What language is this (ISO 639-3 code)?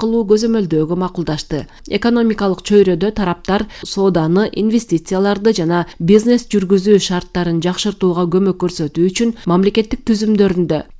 kir